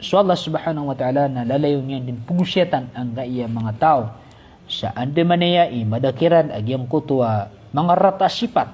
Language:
Maranao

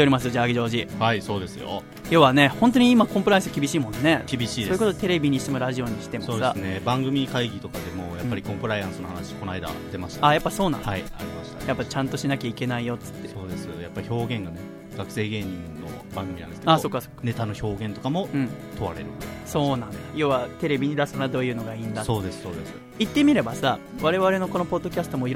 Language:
Japanese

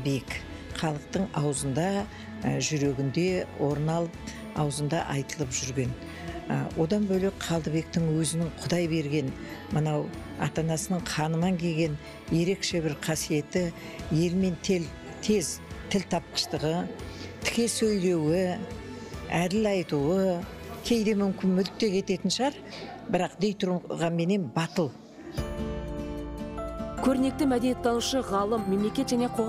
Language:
Kazakh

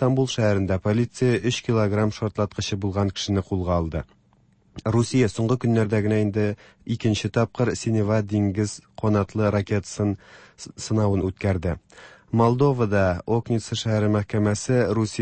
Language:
Tatar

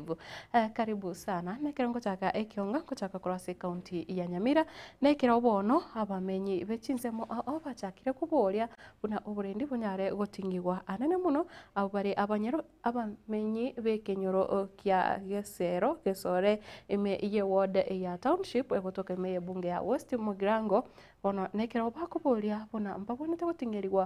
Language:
Gusii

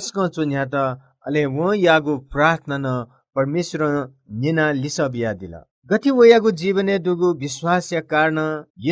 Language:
Newari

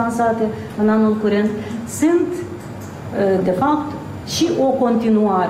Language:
Romanian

